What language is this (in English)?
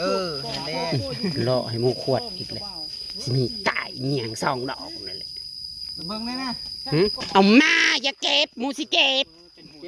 Northeastern Thai